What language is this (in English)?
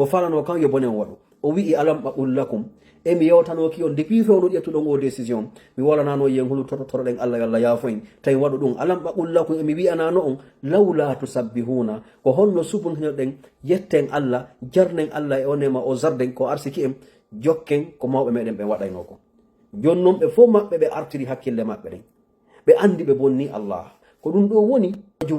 Fula